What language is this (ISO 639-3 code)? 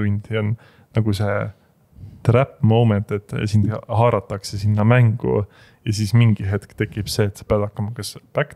est